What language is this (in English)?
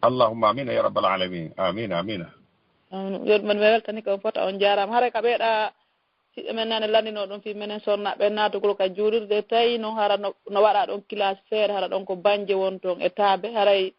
Fula